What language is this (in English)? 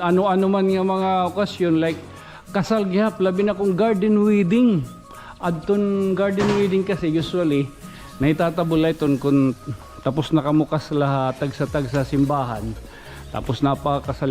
Waray